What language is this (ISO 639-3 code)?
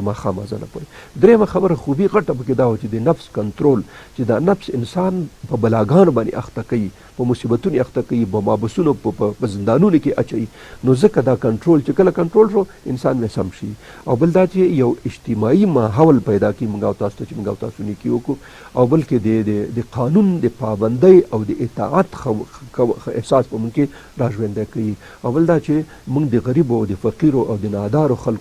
pus